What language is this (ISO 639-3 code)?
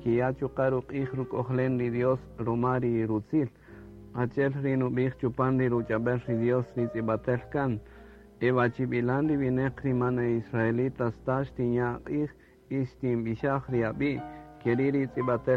cak